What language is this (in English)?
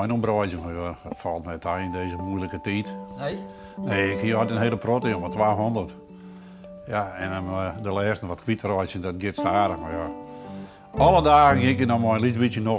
Western Frisian